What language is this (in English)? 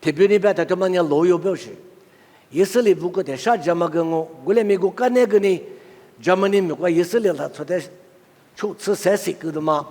Lisu